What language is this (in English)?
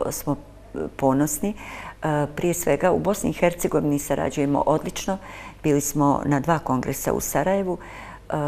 Bosnian